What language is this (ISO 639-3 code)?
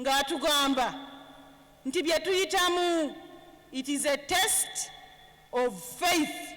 lug